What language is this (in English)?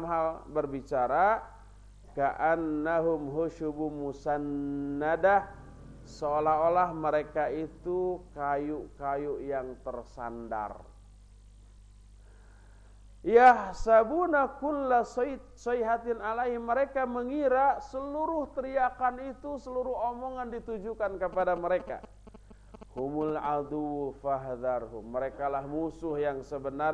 Indonesian